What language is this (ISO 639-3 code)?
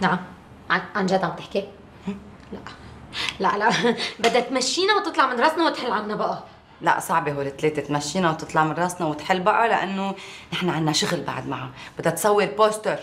apc